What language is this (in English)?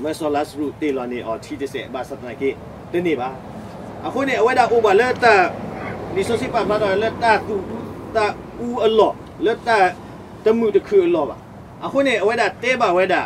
S'gaw Karen